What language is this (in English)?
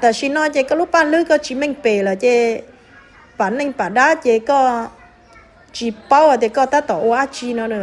Hmong